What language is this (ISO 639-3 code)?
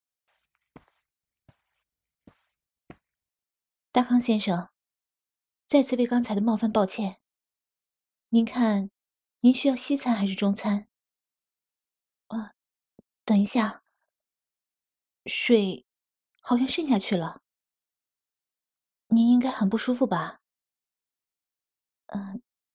zho